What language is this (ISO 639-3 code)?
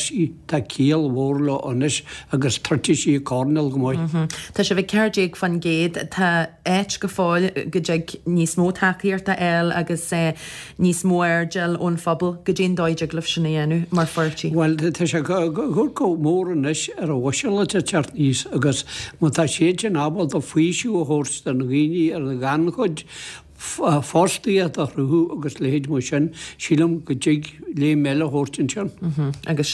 gle